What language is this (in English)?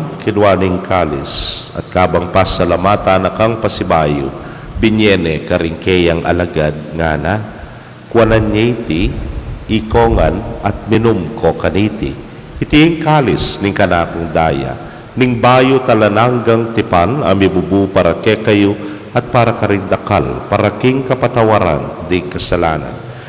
Pampanga